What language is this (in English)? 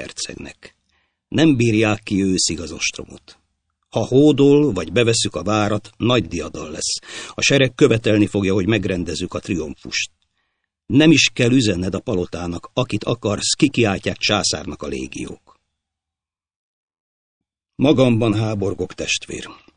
Hungarian